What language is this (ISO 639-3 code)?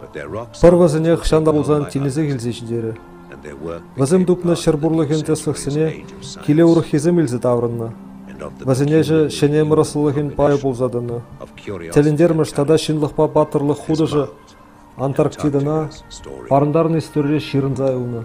chv